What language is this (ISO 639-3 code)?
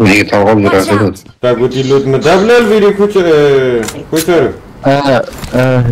kur